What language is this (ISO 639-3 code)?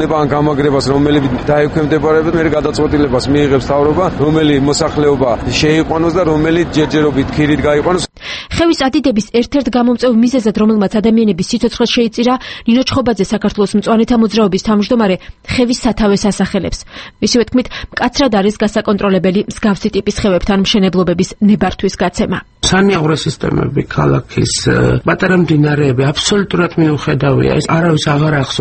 kat